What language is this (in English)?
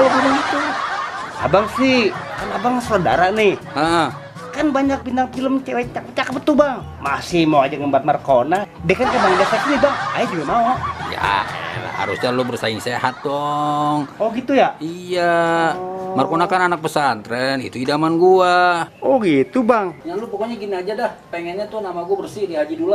Betawi